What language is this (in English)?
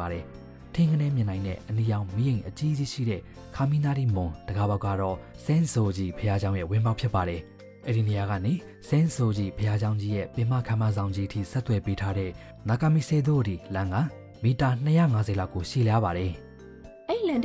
Burmese